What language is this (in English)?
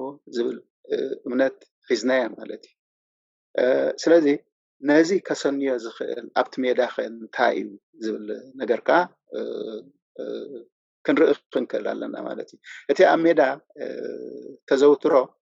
Tigrinya